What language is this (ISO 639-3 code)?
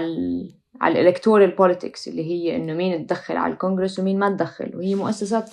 apc